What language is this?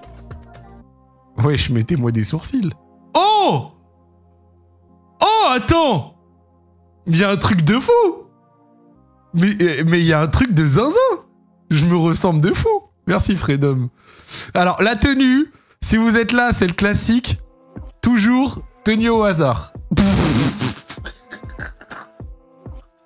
French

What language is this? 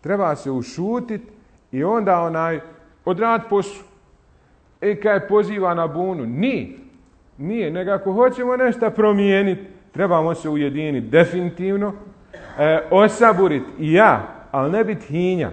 Bosnian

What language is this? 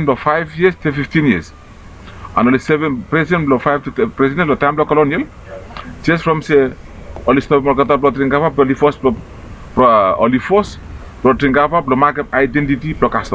Bislama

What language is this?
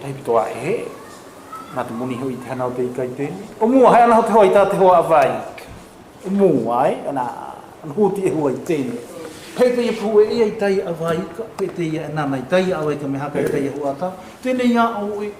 South Marquesan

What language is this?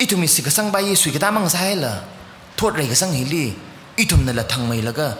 Tangkhul Naga (India)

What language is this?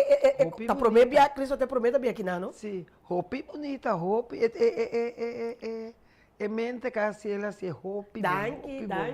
Papiamento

